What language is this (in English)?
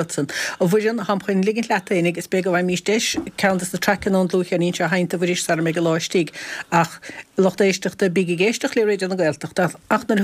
Irish